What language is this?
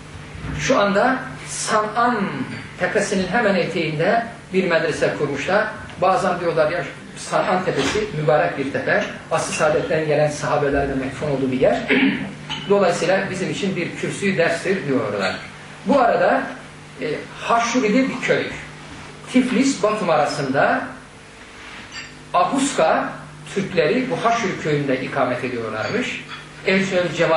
Turkish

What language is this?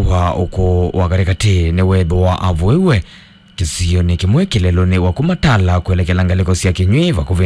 Kamba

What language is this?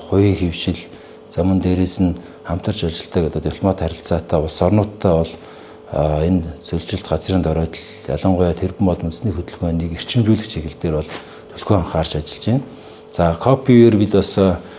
Mongolian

